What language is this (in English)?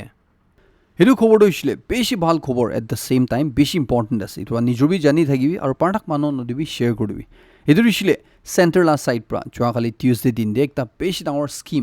Naga Pidgin